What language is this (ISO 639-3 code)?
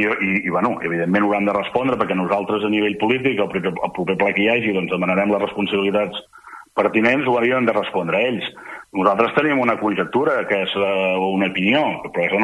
cat